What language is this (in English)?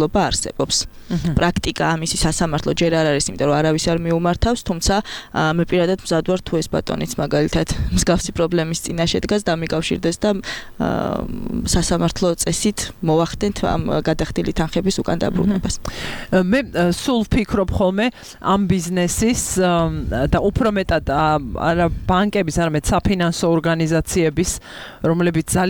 Georgian